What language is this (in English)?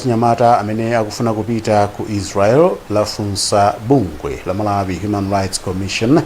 Nyanja